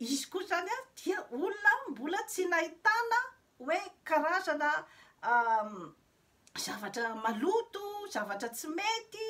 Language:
Malagasy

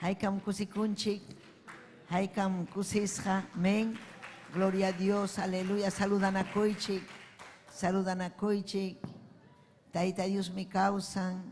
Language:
Ayacucho Quechua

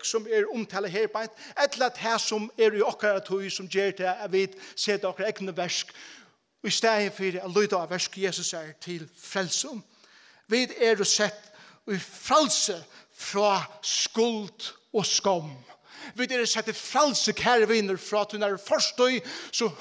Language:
Faroese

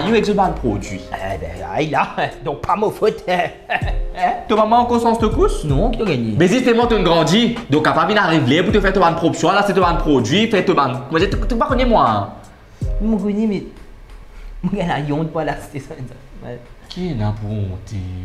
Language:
Morisyen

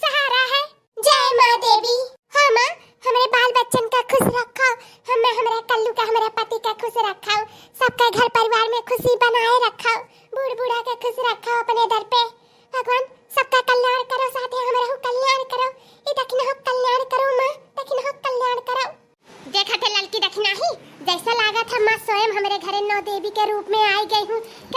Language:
Awadhi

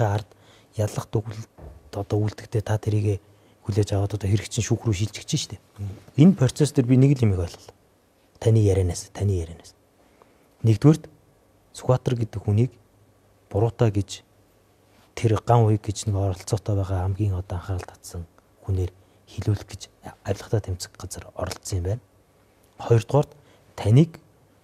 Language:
Mongolian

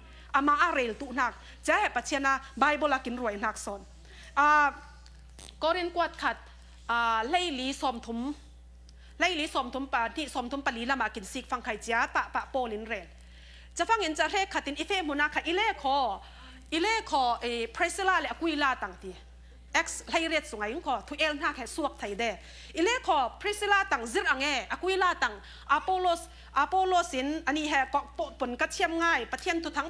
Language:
Falam Chin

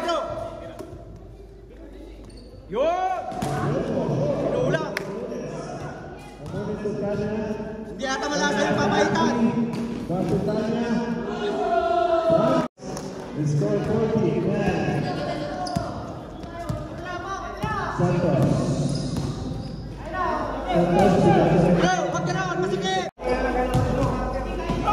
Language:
Filipino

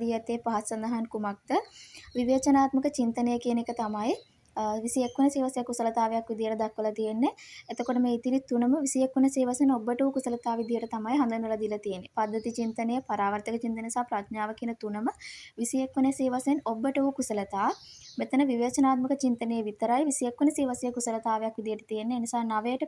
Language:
Sinhala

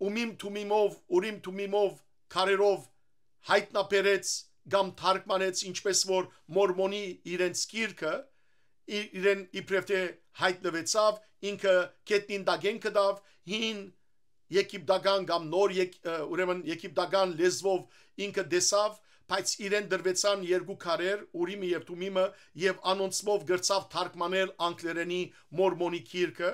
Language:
Western Armenian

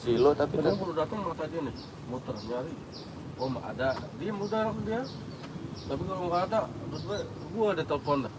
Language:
Betawi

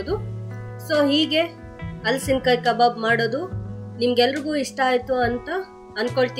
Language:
Kannada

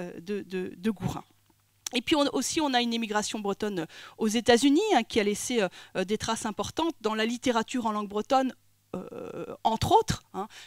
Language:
French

